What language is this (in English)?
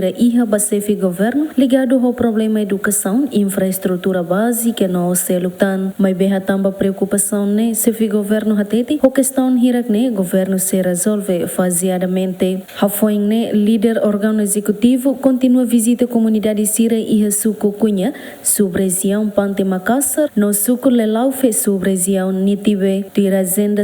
Tetum